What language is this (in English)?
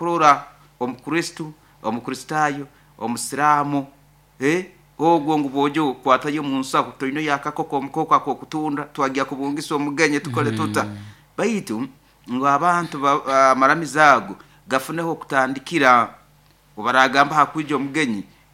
Nyoro